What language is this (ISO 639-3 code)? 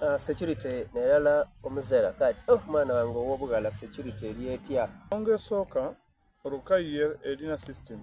xog